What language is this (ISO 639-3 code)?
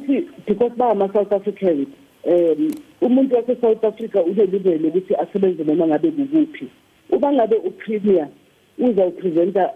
zul